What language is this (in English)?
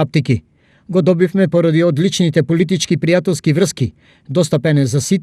Macedonian